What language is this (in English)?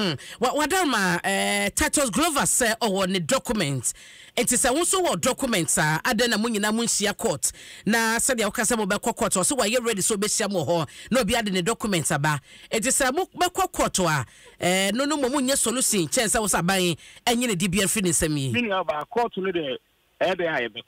Akan